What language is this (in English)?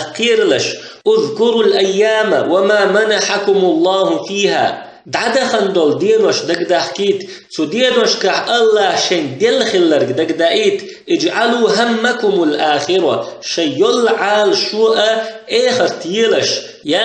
Chechen